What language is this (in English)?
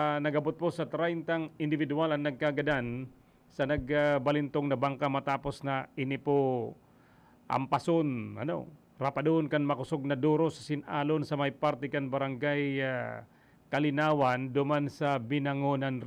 Bikol